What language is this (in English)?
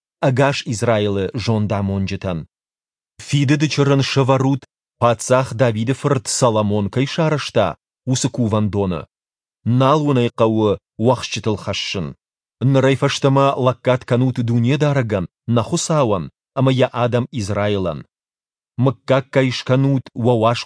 Ossetic